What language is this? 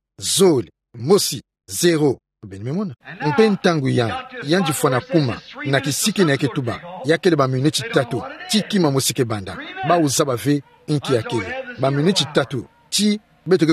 Kituba (Democratic Republic of Congo)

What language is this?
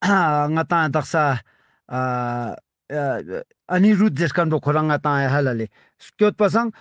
Ladakhi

